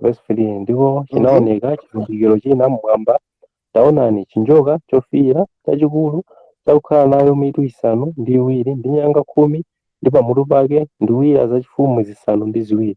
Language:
Nyanja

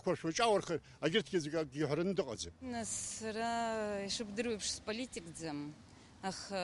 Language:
Abkhazian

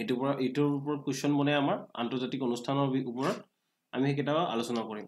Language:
Assamese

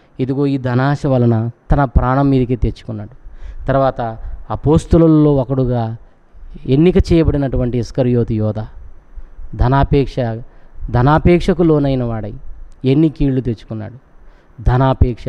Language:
Telugu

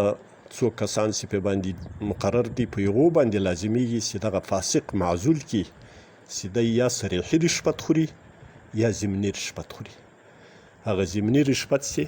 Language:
Pashto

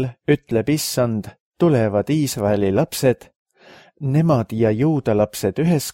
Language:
Estonian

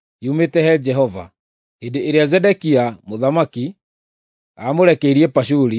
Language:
Kikuyu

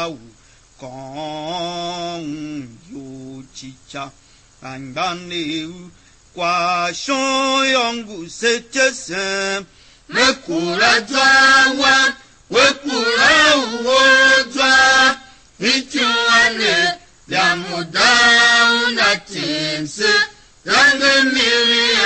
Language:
Tiv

